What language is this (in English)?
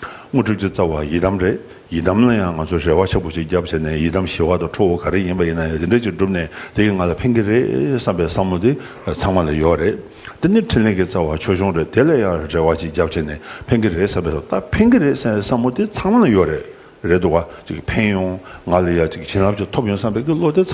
Tibetan